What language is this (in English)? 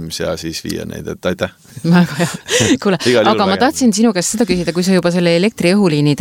Estonian